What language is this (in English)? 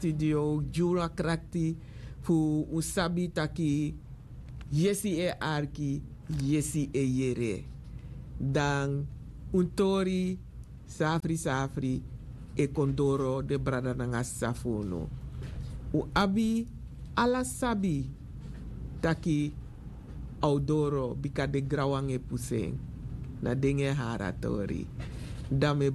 Sranan Tongo